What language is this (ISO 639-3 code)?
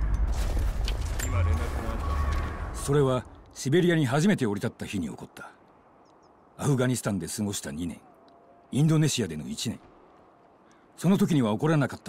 jpn